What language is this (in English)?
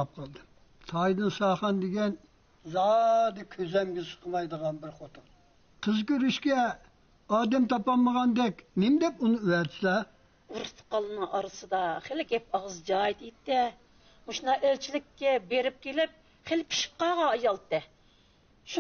Uyghur